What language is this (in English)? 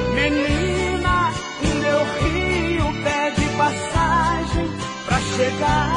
Portuguese